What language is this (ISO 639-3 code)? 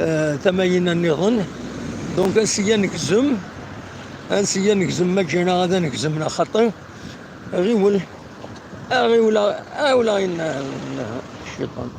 kab